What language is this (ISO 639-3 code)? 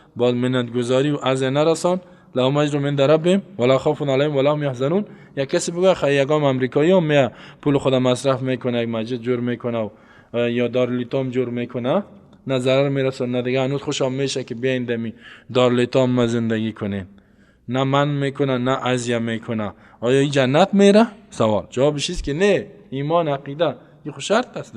fas